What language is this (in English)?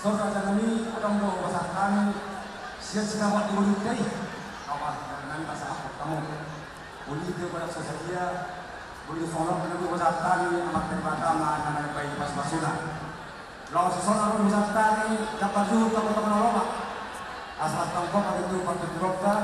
Batak Toba